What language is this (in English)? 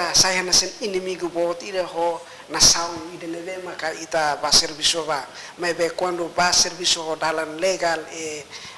Tetum